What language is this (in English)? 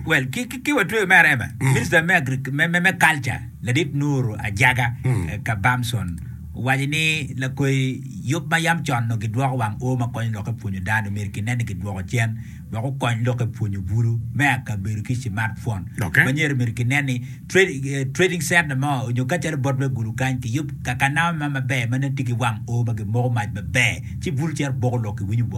Acoli